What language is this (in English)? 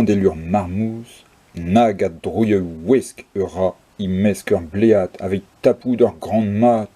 Breton